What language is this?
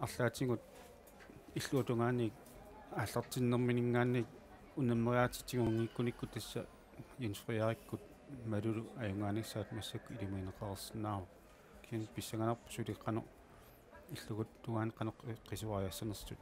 Kalaallisut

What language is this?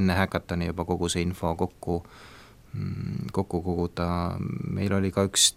Estonian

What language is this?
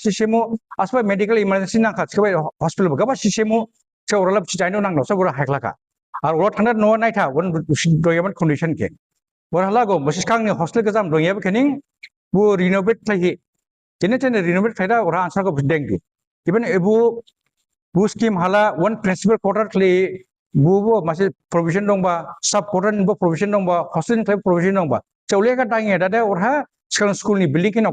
Dimasa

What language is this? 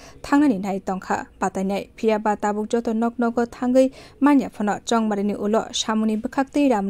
Kok Borok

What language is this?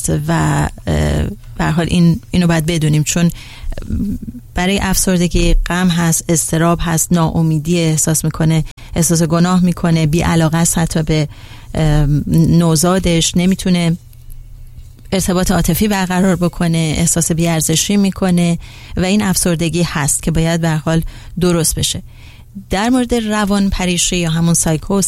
Persian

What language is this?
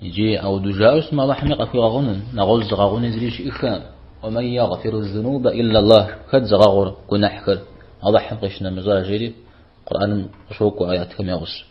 Kabardian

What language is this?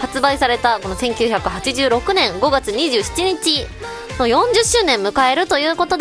Japanese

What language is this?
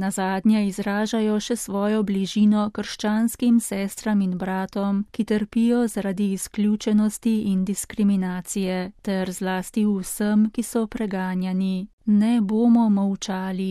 Slovenian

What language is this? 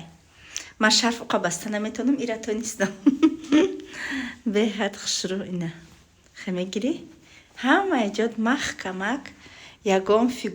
Tajik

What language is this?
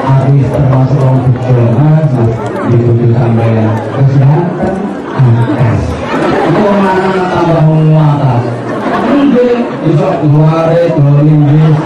Javanese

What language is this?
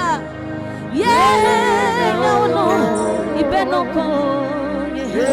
Adangme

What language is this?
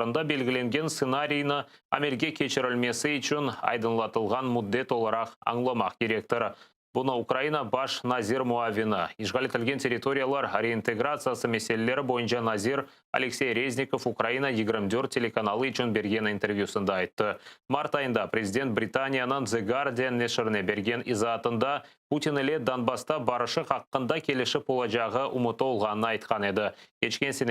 Crimean Tatar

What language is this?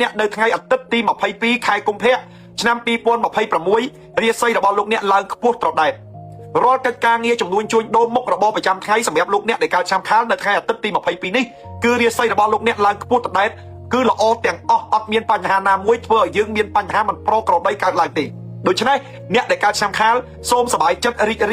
Khmer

